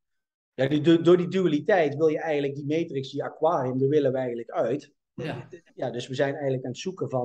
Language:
Dutch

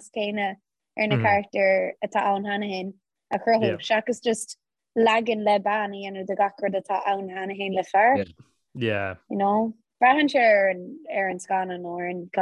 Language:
Irish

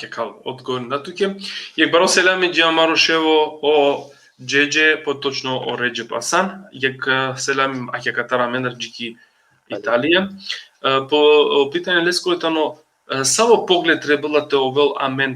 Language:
Balkan Romani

